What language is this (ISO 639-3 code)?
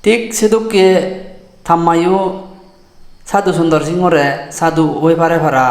ccp